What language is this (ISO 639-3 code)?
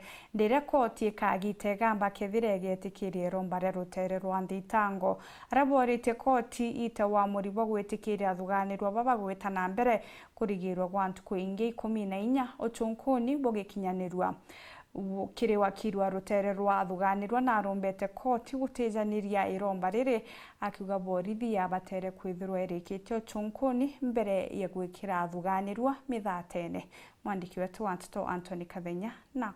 mer